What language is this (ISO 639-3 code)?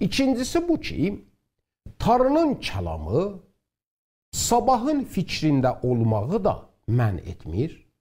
azb